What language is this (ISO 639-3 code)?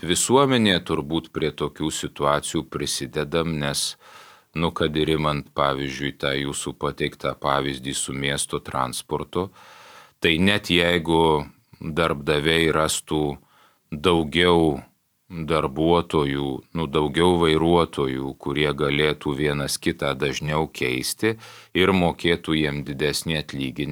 lit